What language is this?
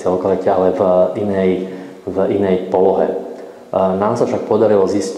Slovak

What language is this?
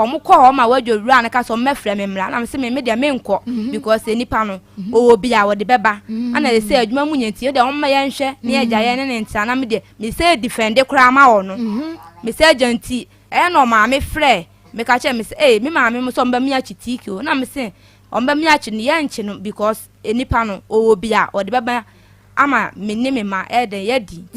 Akan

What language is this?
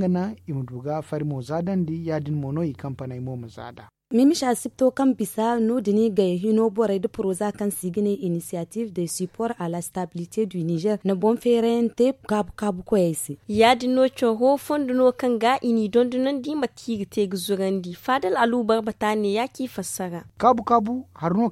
Zarma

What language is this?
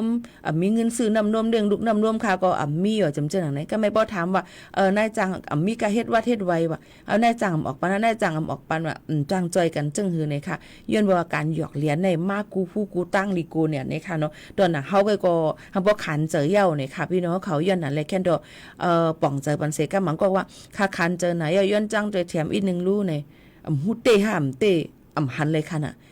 Shan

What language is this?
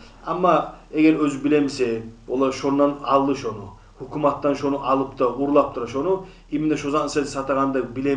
Kumyk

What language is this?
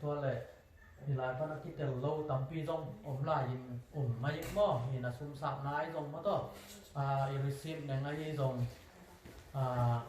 Tedim Chin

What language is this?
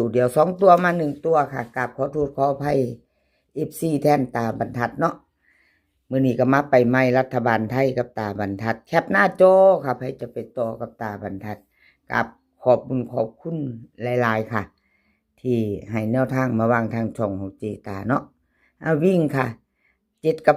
Northeastern Thai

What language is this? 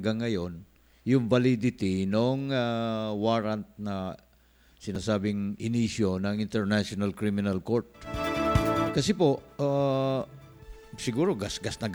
Filipino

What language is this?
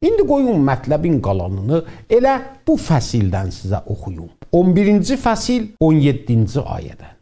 South Azerbaijani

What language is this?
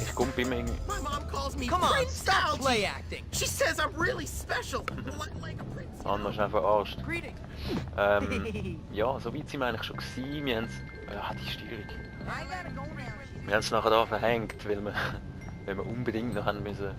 Swiss German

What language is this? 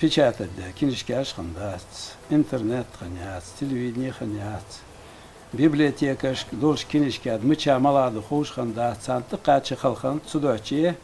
Ingush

